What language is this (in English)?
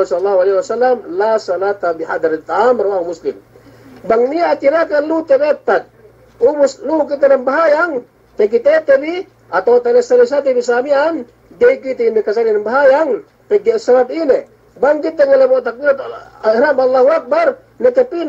Yakan